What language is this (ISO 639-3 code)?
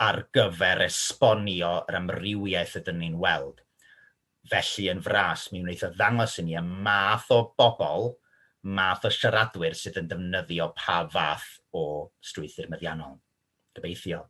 cym